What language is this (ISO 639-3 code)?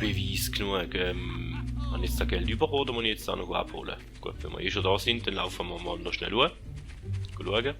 gsw